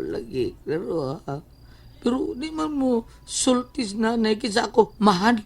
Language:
Cebuano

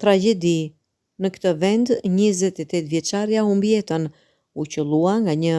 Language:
Albanian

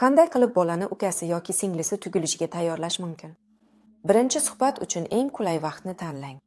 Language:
Uzbek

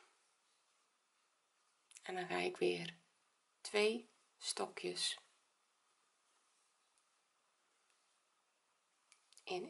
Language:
Dutch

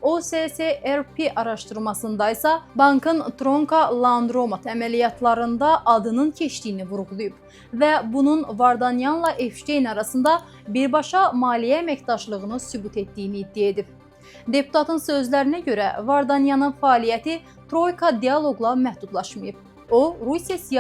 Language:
Azerbaijani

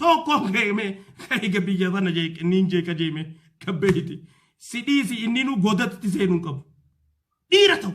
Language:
Oromo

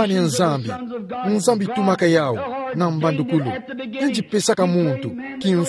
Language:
Kituba (Democratic Republic of Congo)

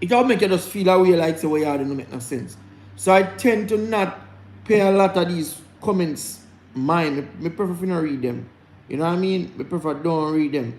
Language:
Jamaican Creole English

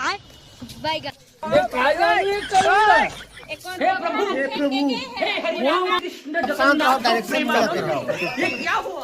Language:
Chhattisgarhi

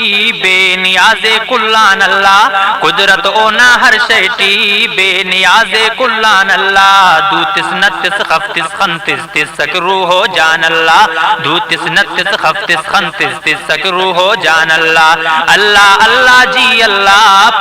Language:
Brahui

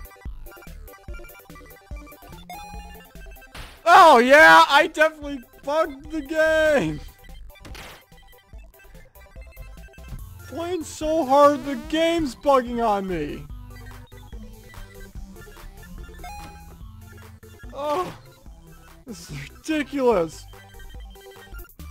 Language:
English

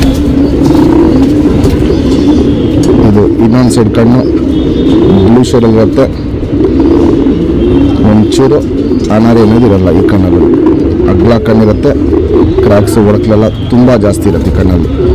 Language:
Kannada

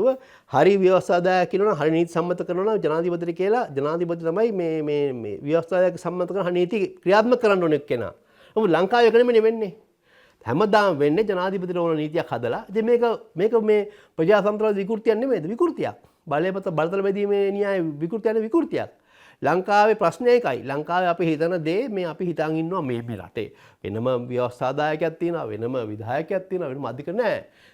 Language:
Sinhala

